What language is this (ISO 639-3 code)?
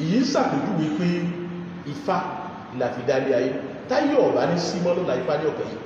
yor